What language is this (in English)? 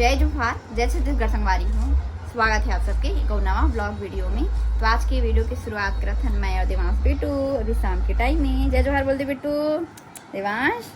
Chhattisgarhi